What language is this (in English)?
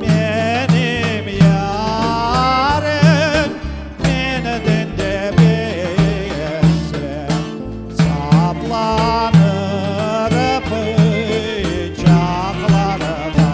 Crimean Tatar